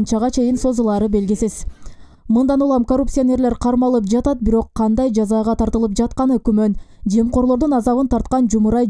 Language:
Kyrgyz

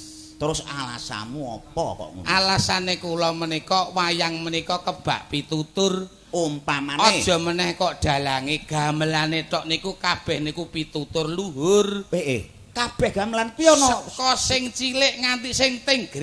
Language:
Javanese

